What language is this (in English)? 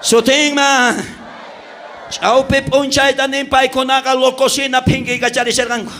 South Bolivian Quechua